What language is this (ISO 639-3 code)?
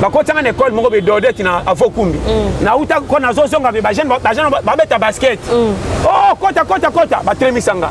lin